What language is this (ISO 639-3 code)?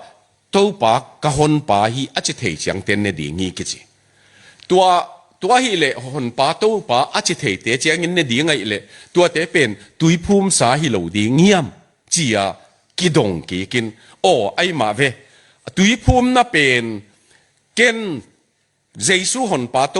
ctd